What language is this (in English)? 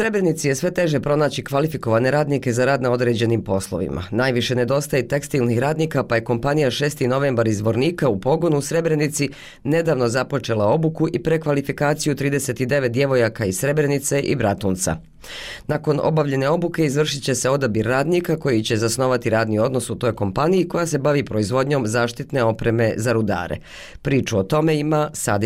Bosnian